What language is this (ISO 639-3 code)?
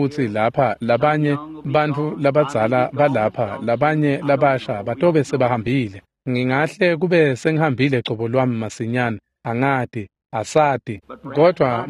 ssw